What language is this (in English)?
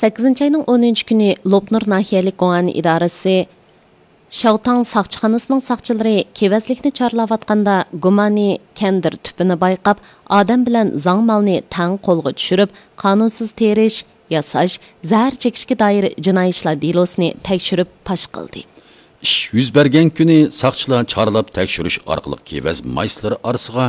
Uyghur